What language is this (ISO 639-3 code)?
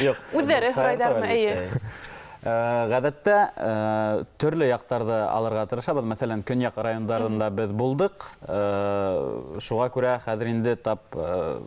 bak